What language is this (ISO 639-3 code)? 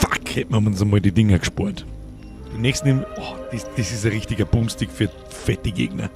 bar